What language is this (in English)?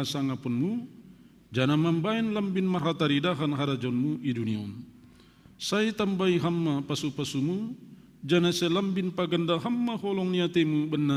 Batak Simalungun